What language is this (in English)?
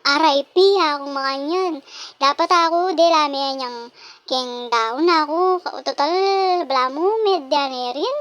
Pampanga